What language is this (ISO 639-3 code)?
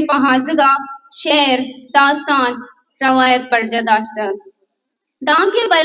bal